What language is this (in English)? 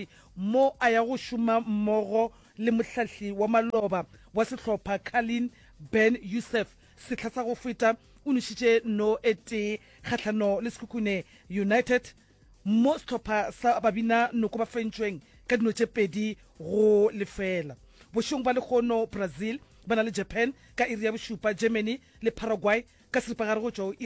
Northern Sotho